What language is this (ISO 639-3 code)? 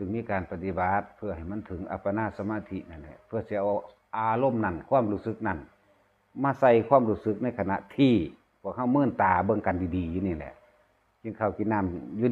tts